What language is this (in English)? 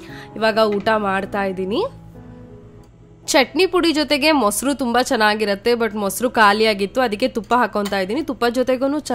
Kannada